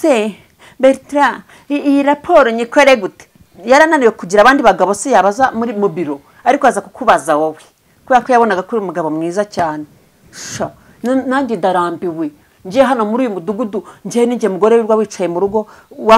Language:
Kinyarwanda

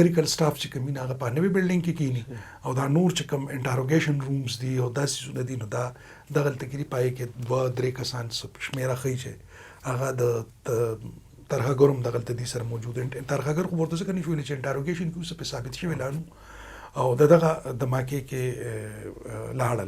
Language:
Pashto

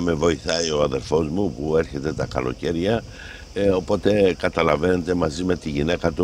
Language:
Greek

